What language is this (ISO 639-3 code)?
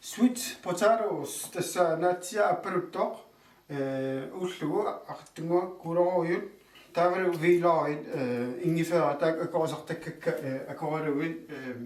kal